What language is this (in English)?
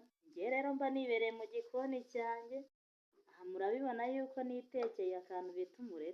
Kinyarwanda